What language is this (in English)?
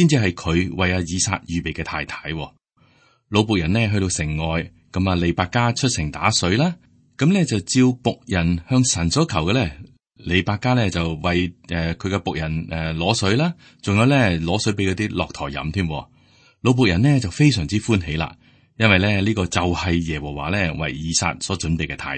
Cantonese